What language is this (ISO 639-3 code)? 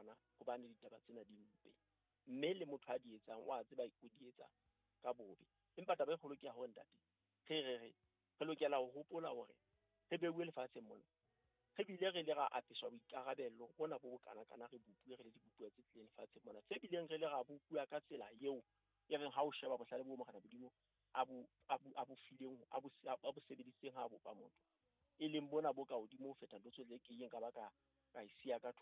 sot